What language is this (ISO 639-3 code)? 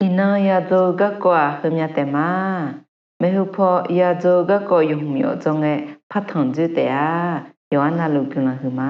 ahk